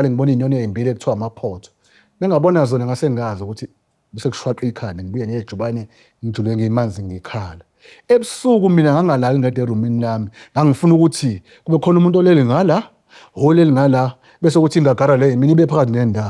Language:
Zulu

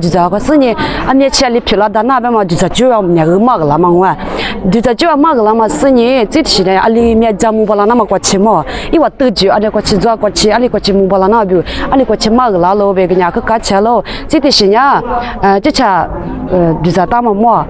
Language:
Lisu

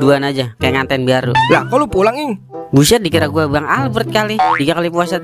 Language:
Betawi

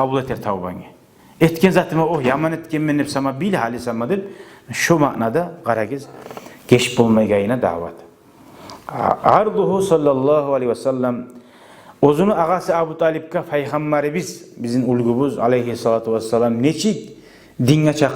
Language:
Kumyk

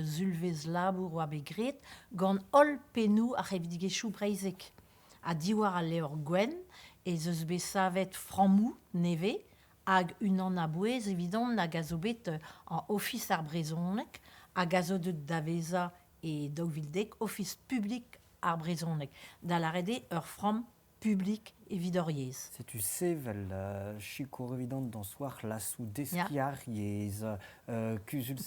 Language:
Breton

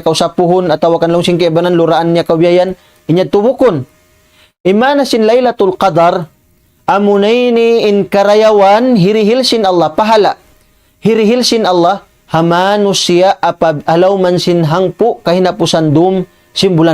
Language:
Tausug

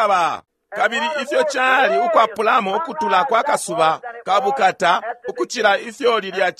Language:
Bemba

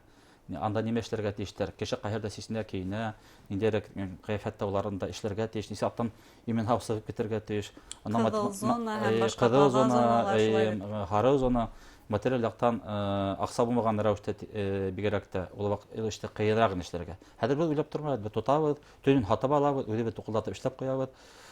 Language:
Bashkir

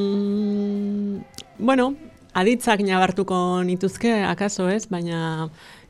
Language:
Basque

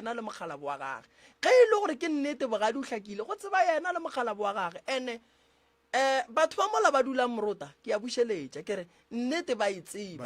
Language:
Northern Sotho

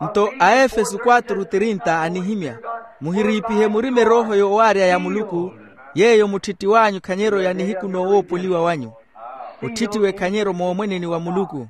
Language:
Makhuwa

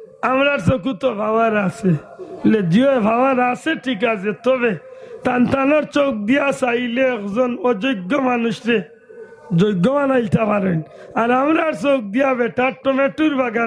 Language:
Sylheti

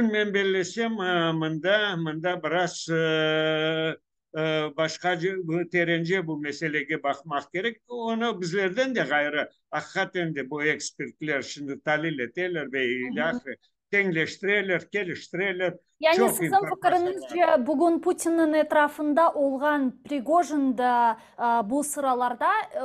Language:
Crimean Tatar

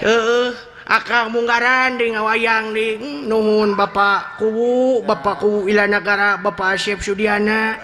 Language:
Sundanese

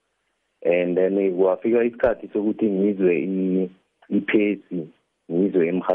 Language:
South Ndebele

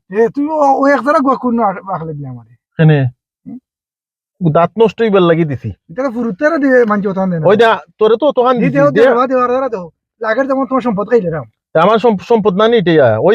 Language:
Sylheti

